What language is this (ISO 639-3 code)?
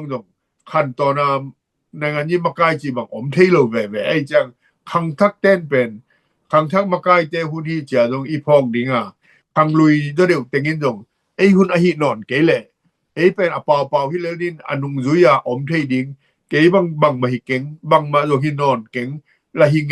ctd